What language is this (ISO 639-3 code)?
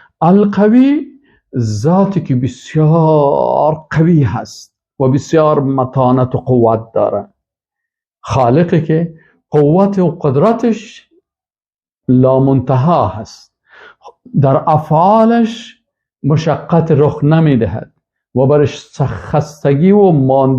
fas